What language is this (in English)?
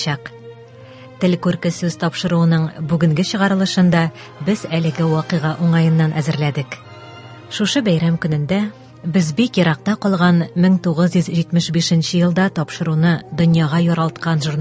Tatar